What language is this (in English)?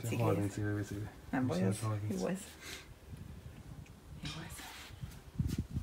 Hungarian